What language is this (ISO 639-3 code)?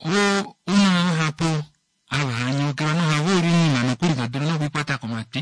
kua